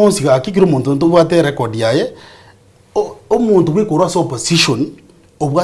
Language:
Gusii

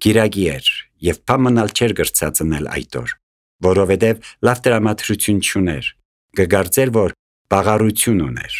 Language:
Armenian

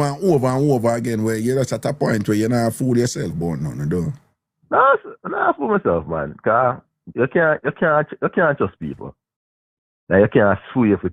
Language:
Jamaican Creole English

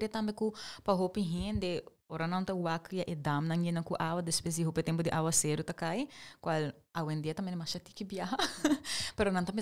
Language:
Papiamento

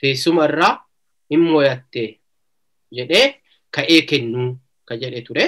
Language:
Oromo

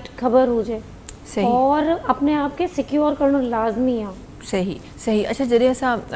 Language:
Sindhi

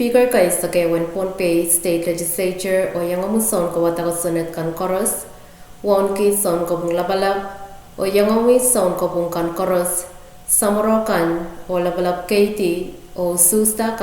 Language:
Pohnpeian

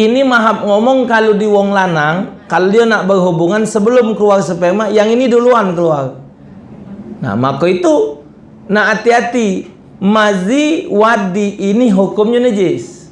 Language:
Musi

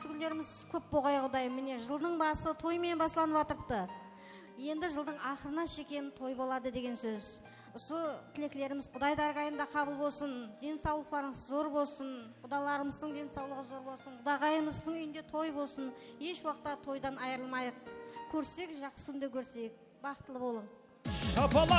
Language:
Kara-Kalpak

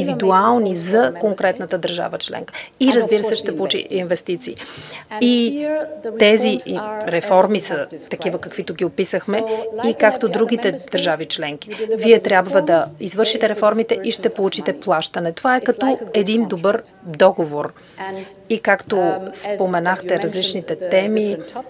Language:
Bulgarian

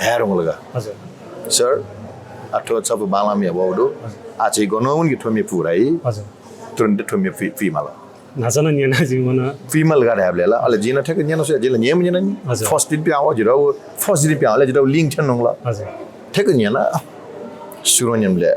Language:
Newari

